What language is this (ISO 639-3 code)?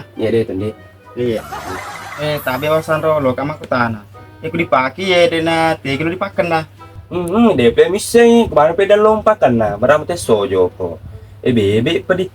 bug